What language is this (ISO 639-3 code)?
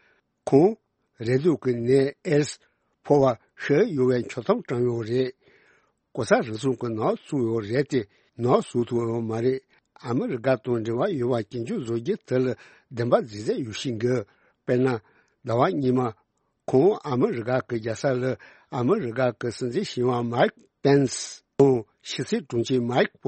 bod